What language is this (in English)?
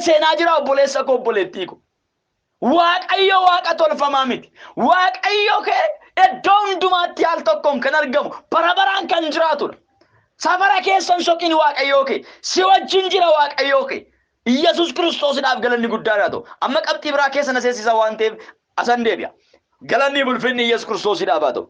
Oromo